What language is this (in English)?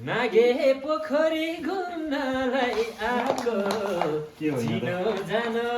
Nepali